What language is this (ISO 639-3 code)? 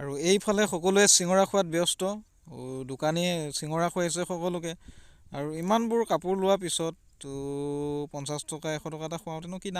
asm